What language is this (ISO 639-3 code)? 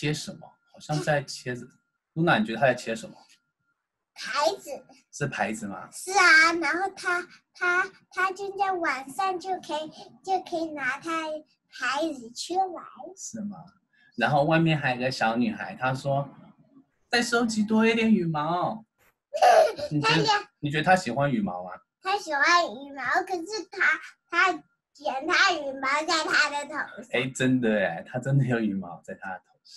zho